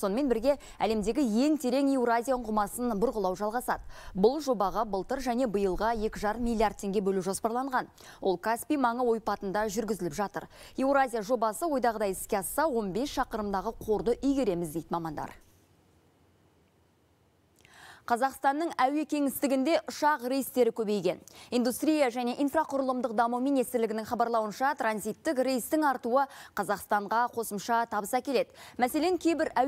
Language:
Kazakh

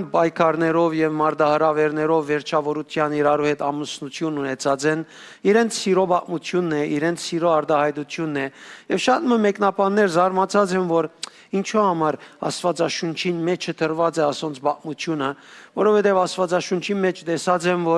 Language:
Western Armenian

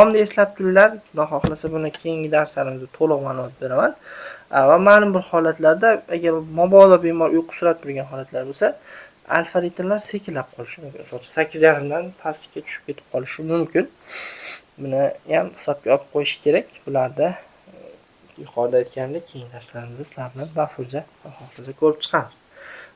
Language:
Uzbek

